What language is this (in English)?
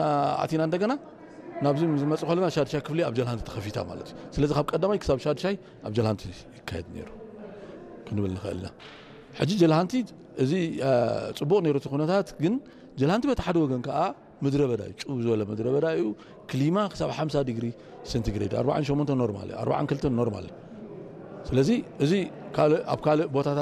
Tigrinya